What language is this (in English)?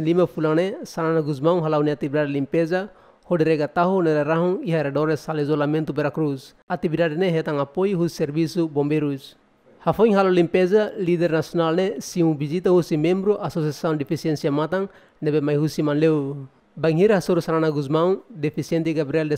Tetum